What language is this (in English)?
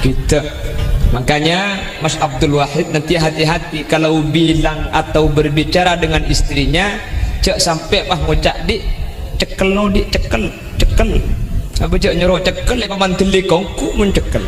Madurese